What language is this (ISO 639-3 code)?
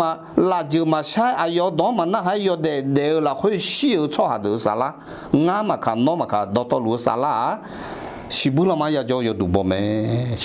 ahk